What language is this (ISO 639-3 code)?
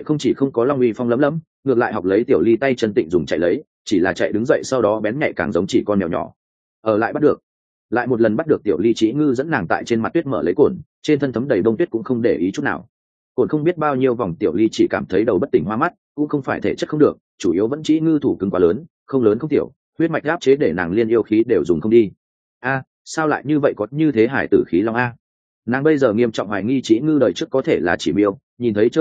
vie